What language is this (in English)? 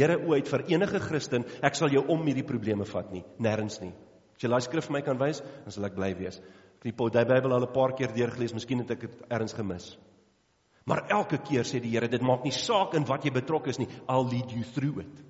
Afrikaans